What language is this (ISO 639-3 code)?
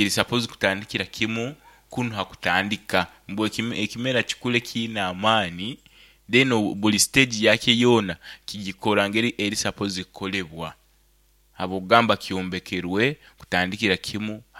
nyn